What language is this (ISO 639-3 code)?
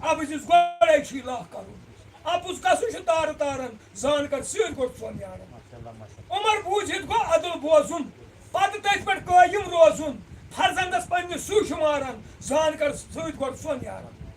kas